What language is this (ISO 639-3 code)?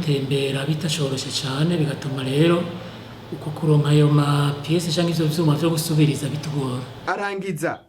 run